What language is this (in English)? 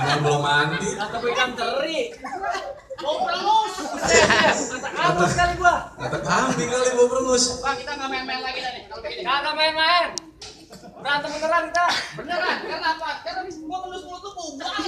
Betawi